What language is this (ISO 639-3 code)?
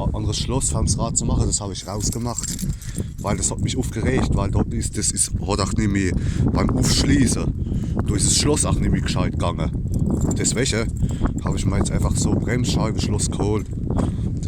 pfl